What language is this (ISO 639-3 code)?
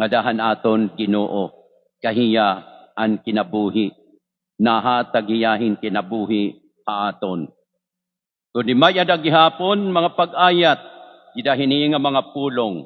war